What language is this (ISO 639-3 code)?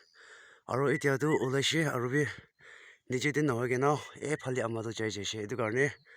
nag